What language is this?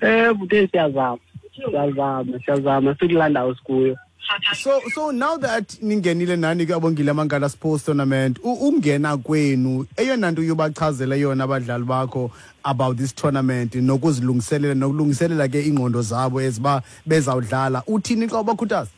Xhosa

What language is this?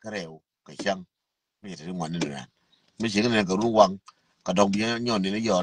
Nuer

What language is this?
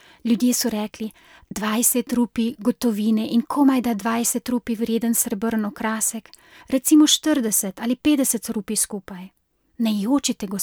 Slovenian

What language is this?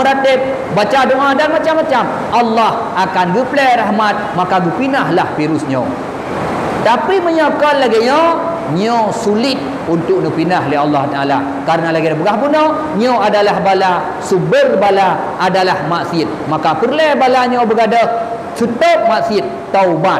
Achinese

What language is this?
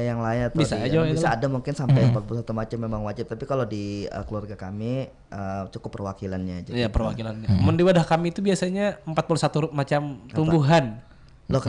Banjar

